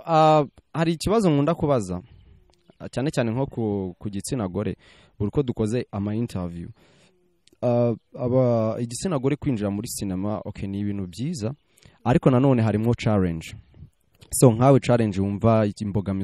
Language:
Kinyarwanda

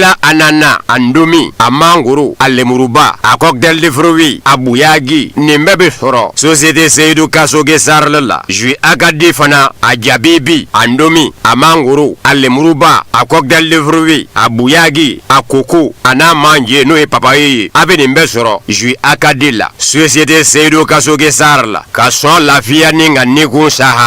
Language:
Bambara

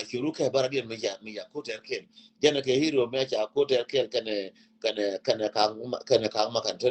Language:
Nuer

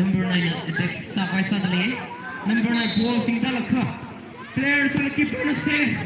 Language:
Tangkhul Naga (India)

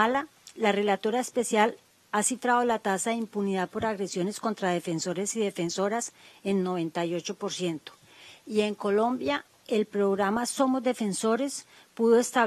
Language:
Spanish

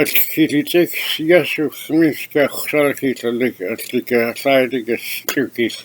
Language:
Mehek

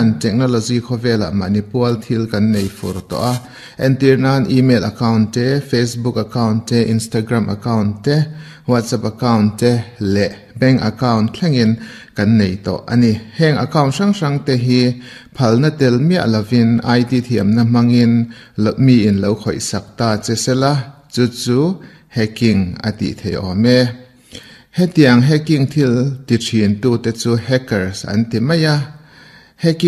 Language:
Mizo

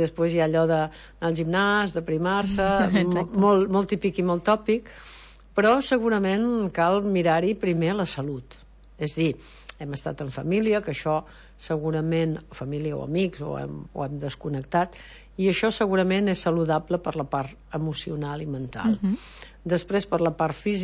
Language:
Catalan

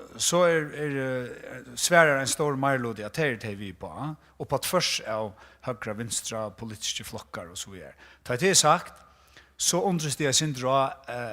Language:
Faroese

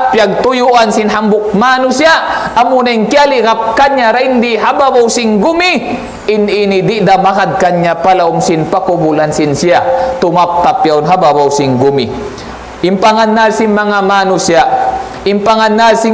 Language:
Tausug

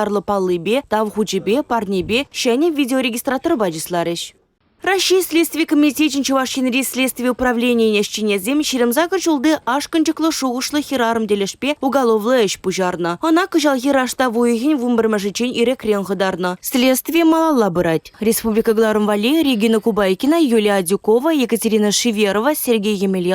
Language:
Chuvash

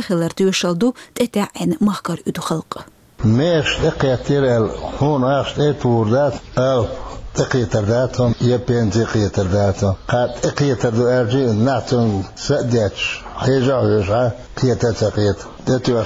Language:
Chechen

